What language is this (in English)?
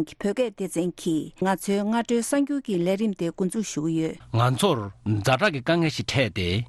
Tibetan